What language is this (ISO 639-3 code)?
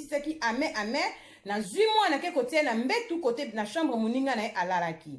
lin